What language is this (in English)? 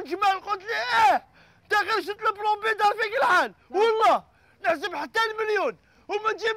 Algerian Arabic